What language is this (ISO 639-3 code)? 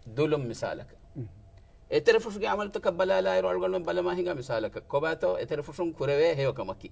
div